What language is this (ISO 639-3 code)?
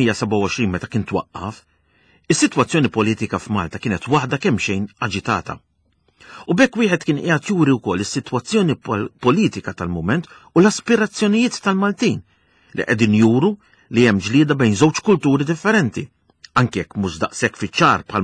mlt